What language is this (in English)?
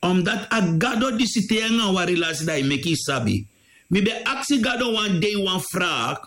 Sranan Tongo